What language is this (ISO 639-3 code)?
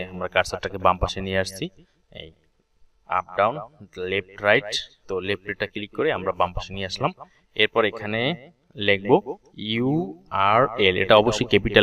ben